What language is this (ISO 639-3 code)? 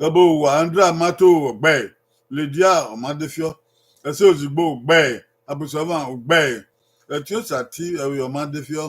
bin